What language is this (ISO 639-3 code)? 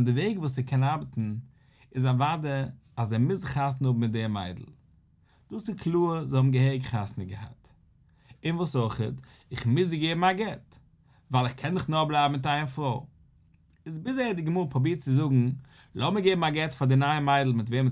yid